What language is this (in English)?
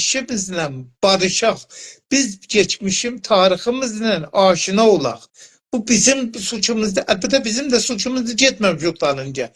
South Azerbaijani